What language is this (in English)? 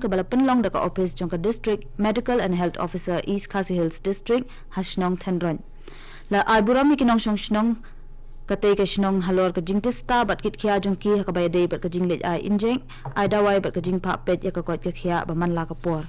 Khasi